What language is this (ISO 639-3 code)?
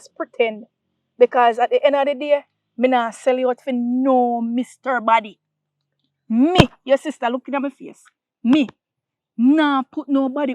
jam